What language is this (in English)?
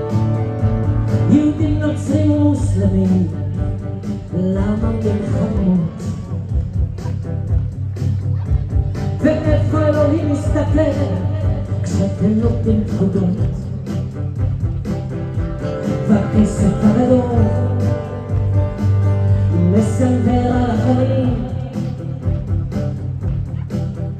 Hebrew